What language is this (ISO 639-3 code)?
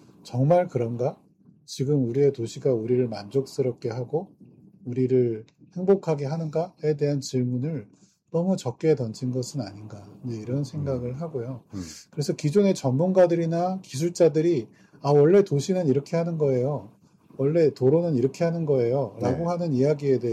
kor